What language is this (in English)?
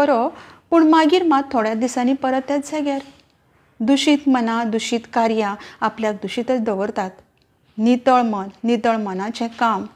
Konkani